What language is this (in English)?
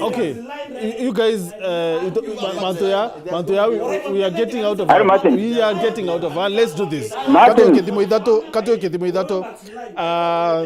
Meru